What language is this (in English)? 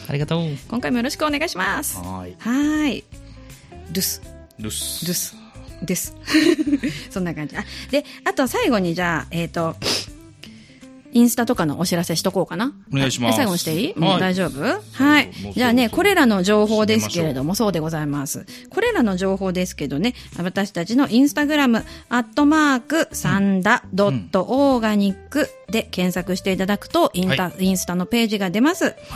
Japanese